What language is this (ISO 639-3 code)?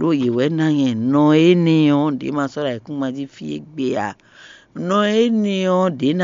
fon